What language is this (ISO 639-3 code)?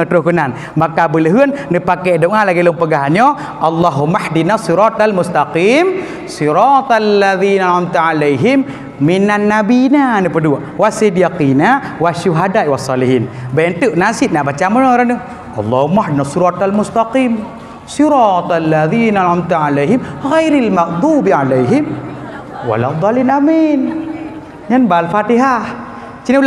ace